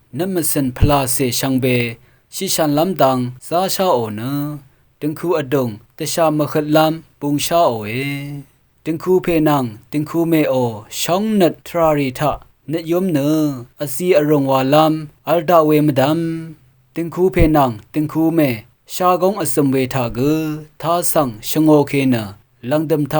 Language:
Rawang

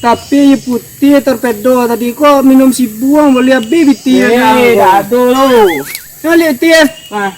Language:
Minangkabau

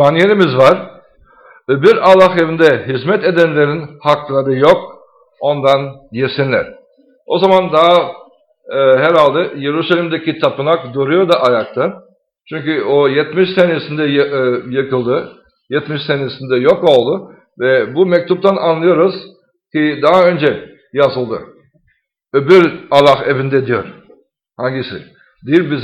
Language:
Turkish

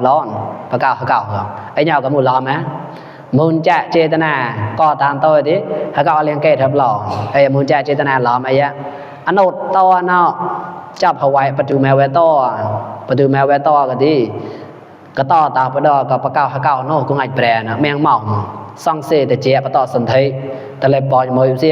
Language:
Mon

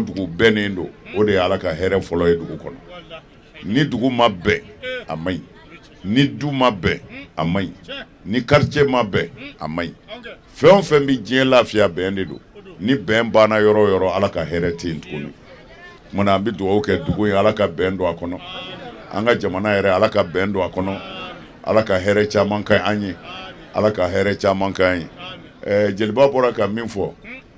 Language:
Bambara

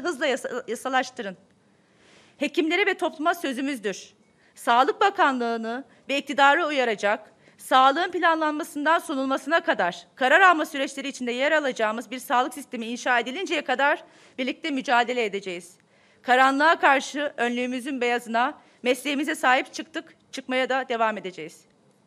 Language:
Turkish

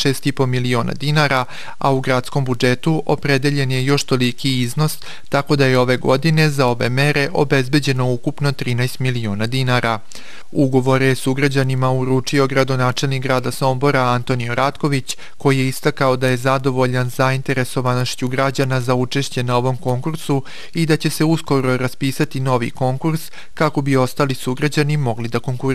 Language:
Serbian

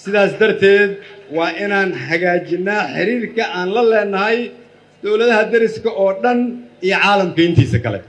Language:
Somali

